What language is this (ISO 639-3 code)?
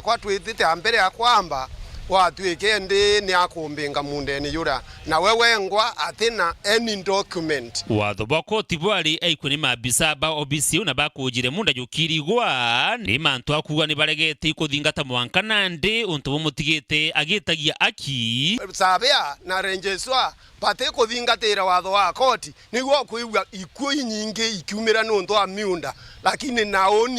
mer